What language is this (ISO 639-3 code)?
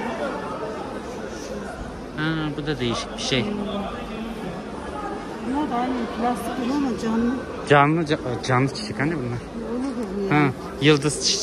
tur